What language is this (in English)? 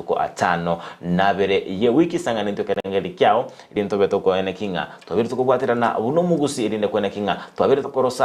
Gusii